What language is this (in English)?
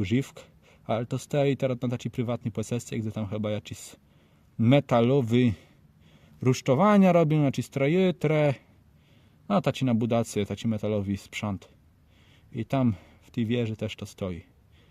Kashubian